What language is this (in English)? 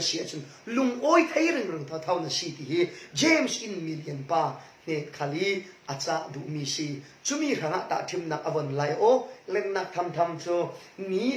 Falam Chin